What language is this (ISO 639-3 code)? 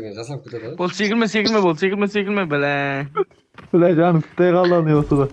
kaa